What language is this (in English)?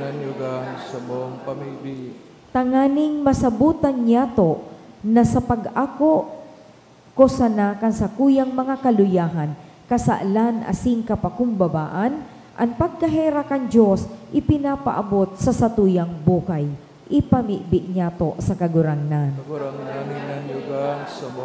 Bikol